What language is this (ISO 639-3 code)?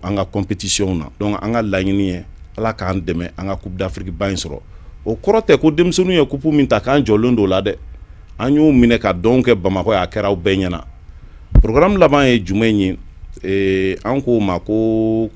bam